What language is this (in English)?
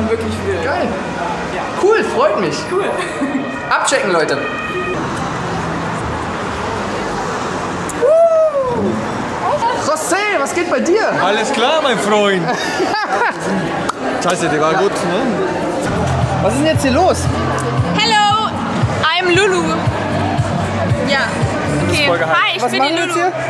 German